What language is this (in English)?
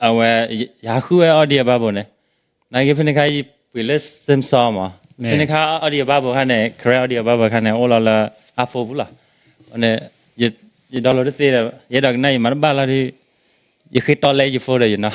S'gaw Karen